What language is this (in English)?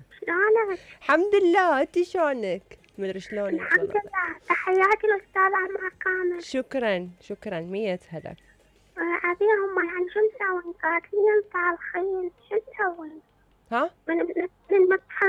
Mesopotamian Arabic